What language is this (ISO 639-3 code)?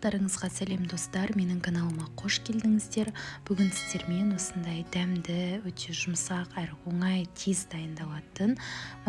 kaz